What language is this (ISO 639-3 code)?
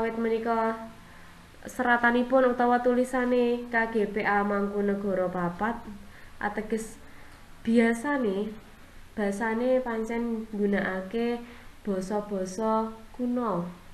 jav